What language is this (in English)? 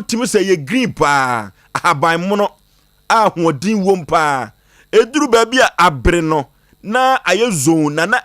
Akan